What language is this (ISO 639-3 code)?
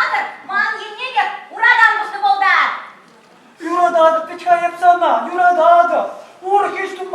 chv